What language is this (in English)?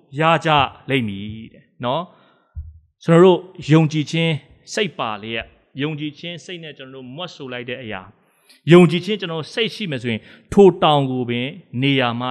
Burmese